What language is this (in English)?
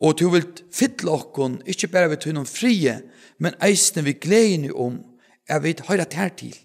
Faroese